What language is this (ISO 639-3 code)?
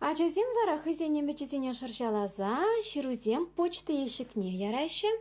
chv